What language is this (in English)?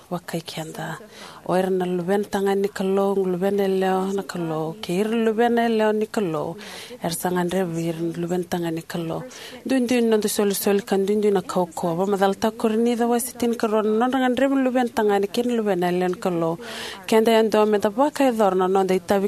Fijian